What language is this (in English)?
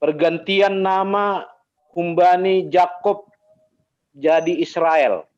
Batak Simalungun